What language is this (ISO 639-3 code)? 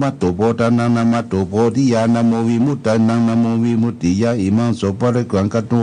pli